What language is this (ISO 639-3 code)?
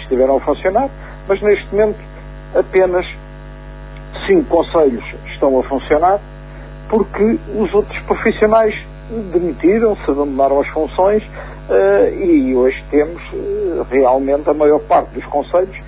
por